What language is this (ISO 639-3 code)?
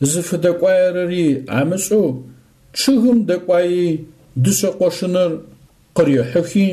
ady